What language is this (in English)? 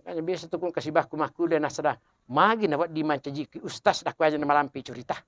Buginese